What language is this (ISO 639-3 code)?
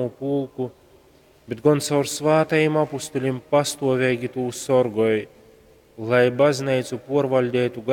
ltg